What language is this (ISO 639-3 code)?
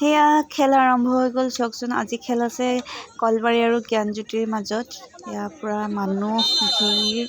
asm